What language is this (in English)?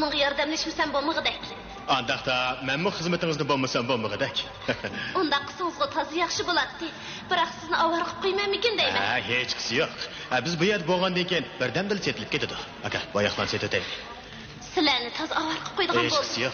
Uyghur